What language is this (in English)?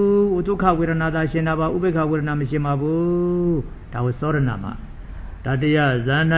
Burmese